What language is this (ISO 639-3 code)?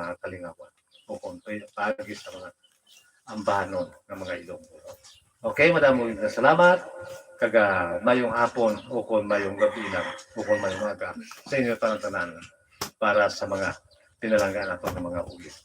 hil